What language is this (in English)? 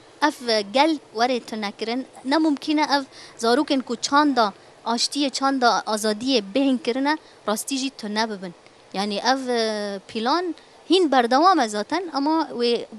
Kurdish